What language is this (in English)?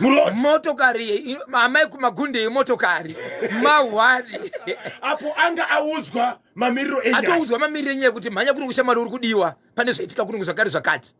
Shona